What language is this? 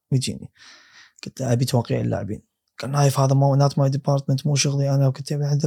Gulf Arabic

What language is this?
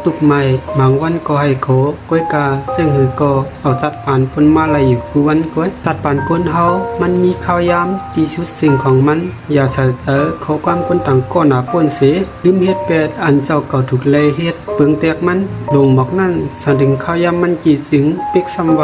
Shan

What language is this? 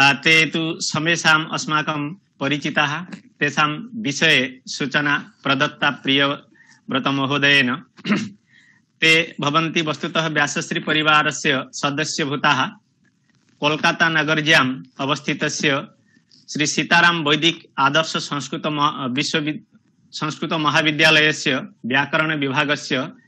Sanskrit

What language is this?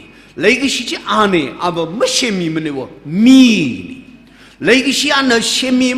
Tangkhul Naga (India)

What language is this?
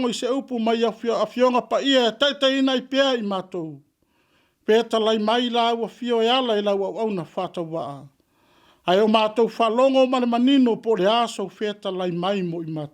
Samoan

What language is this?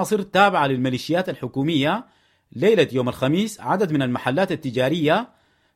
Sudanese Arabic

